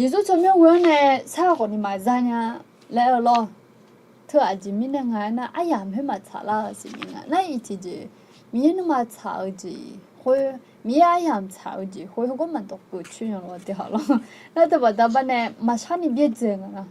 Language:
Akha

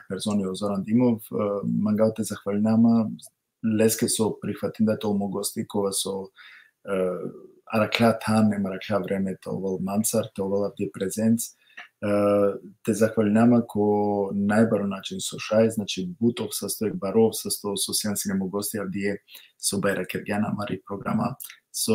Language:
Balkan Romani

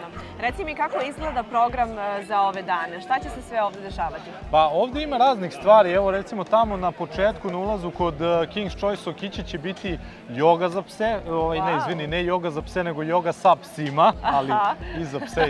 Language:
Serbian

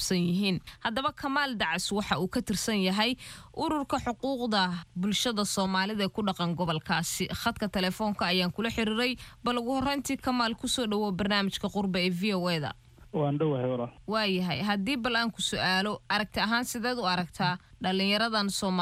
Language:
Somali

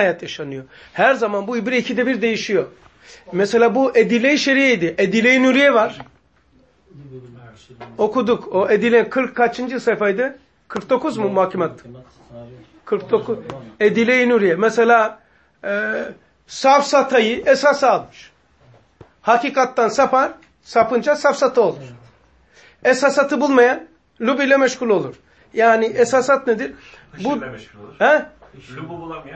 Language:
Turkish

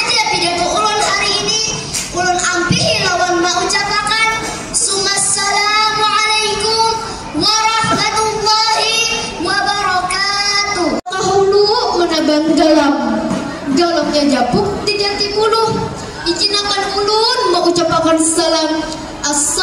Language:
Banjar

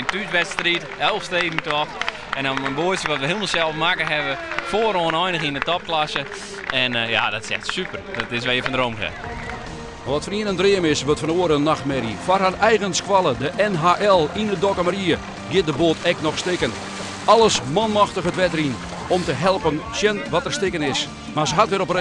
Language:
Western Frisian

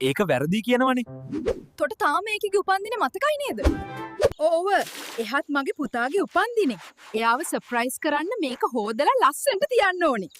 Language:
Sinhala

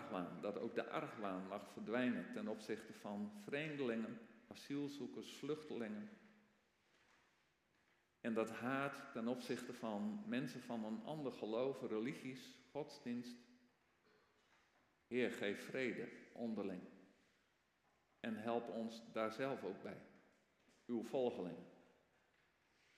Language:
Dutch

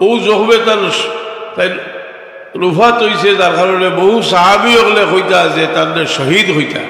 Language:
Sylheti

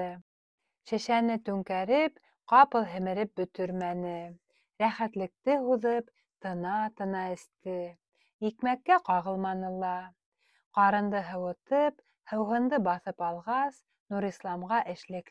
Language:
Bashkir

